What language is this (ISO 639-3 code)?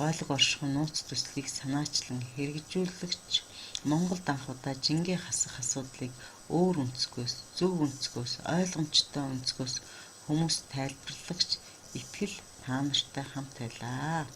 mon